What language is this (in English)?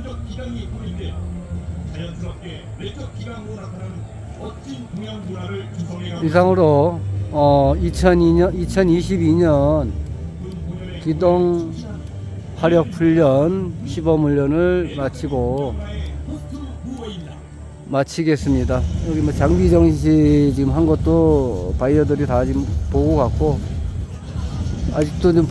Korean